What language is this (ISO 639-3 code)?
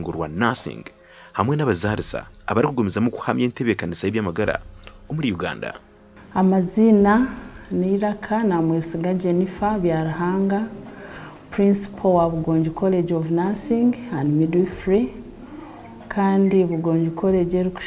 nyn